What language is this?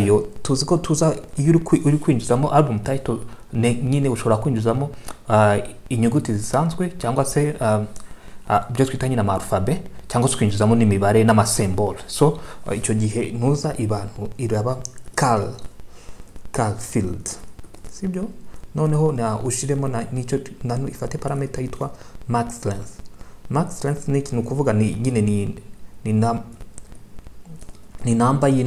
Kinyarwanda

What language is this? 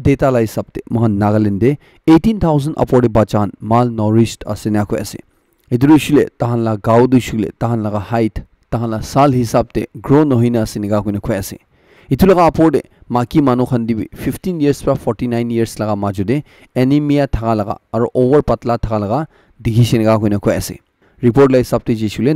Naga Pidgin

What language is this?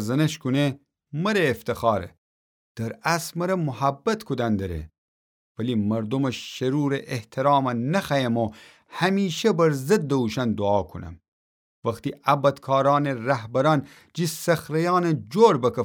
Gilaki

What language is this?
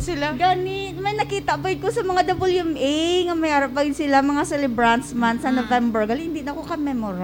Hiligaynon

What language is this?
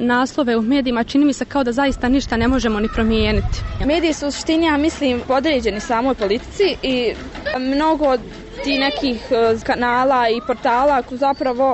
Bosnian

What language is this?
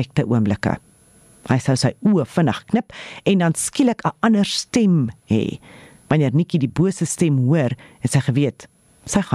Afrikaans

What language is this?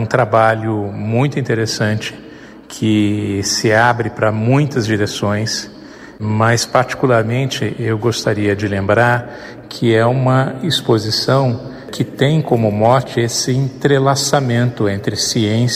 Portuguese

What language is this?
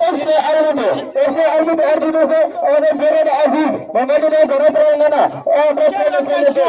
Fula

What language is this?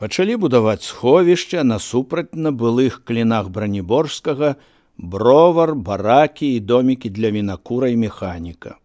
Belarusian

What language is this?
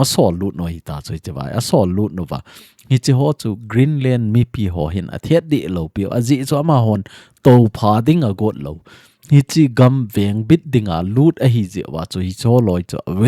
Thado Chin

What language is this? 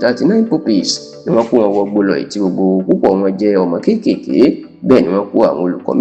Yoruba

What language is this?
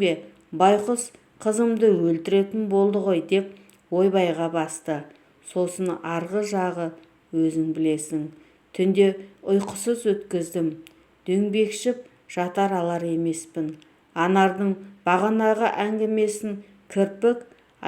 Kazakh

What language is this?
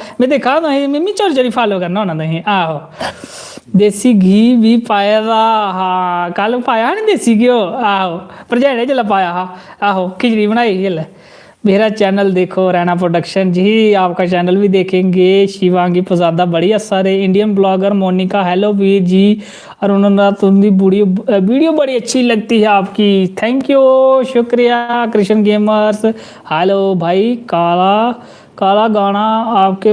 Dogri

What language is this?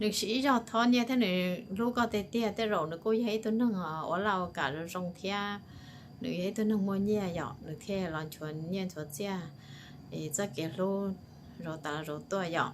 Hmong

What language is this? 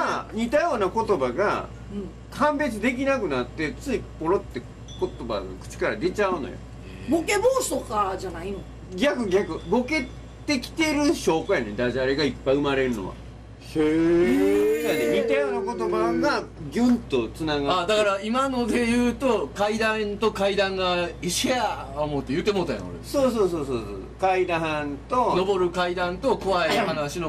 Japanese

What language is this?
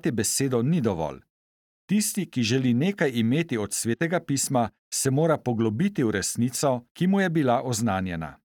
Slovenian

